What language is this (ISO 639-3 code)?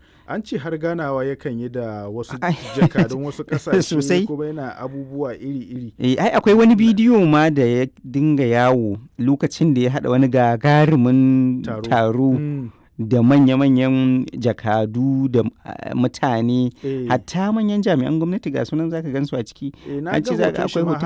hau